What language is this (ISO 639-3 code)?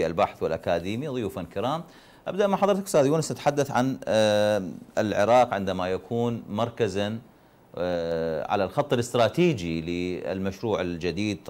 ara